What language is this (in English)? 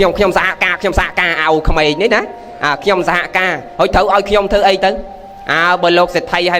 Khmer